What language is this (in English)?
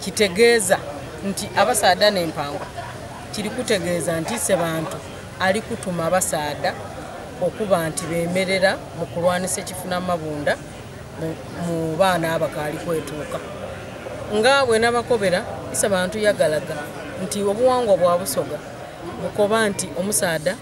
Soga